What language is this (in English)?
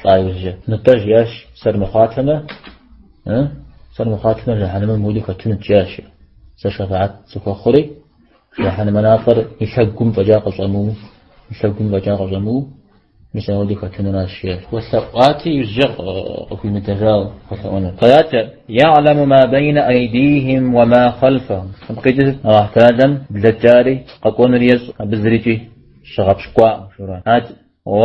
Kabardian